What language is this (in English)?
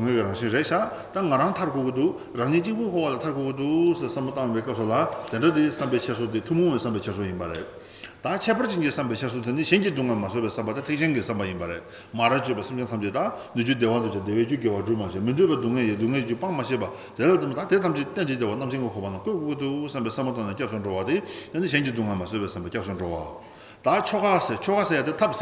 Tibetan